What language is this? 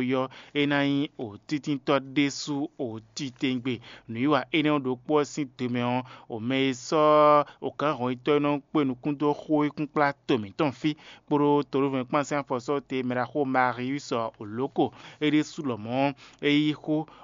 Fon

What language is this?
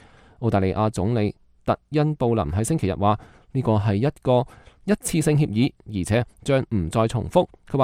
Cantonese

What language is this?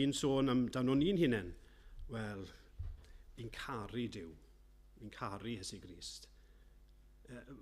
Welsh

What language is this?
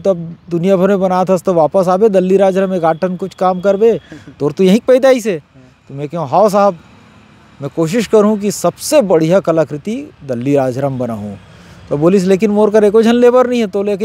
Chhattisgarhi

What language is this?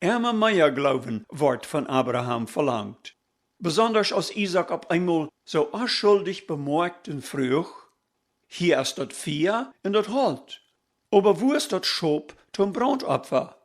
Plautdietsch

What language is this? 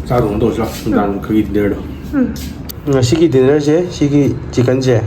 Manipuri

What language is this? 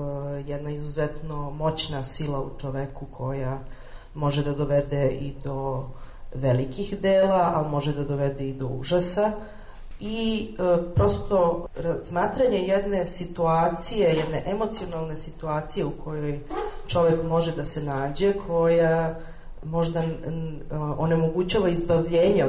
Serbian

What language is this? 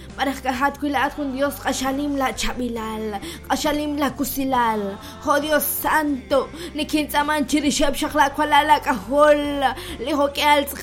Kekchí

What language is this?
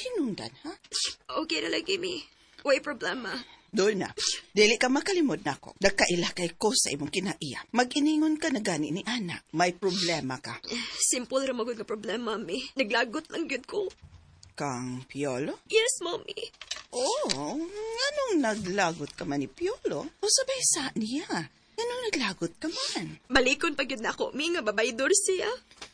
Cebuano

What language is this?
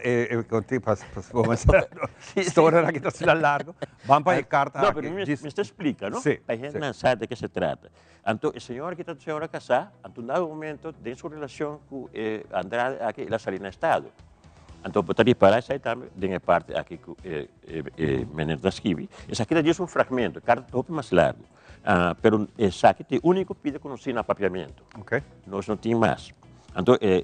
Papiamento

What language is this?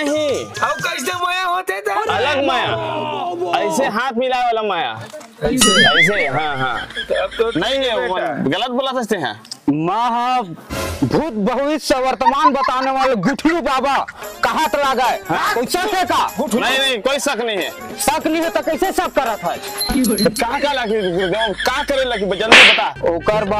Chhattisgarhi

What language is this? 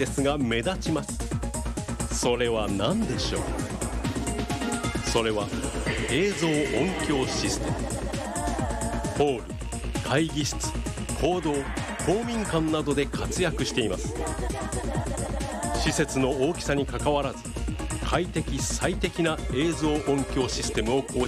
Japanese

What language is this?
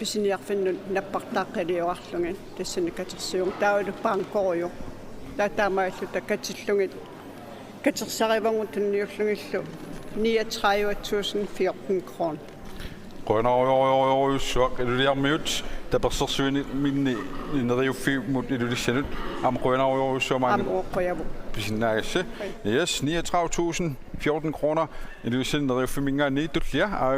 Kalaallisut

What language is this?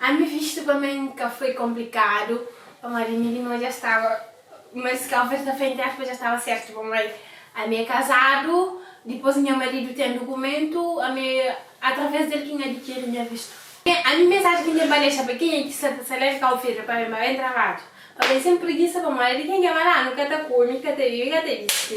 Kabuverdianu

